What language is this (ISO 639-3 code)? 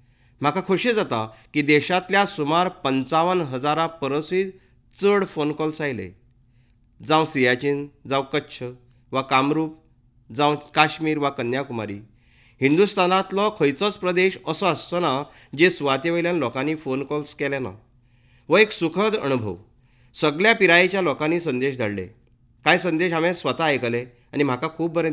kok